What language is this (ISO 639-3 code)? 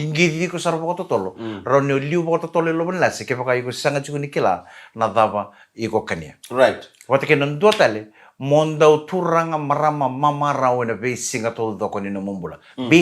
fij